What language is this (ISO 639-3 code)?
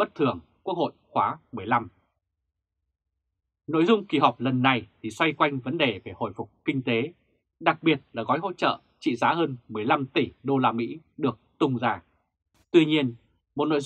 vie